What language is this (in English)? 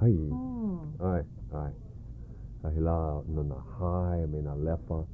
Hawaiian